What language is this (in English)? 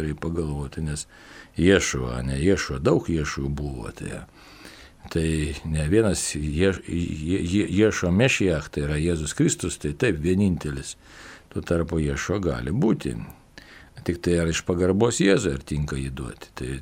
Lithuanian